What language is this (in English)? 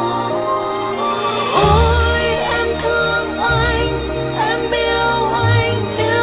Vietnamese